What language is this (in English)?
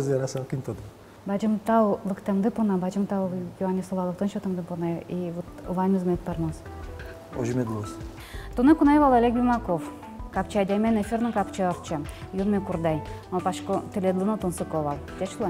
Udmurt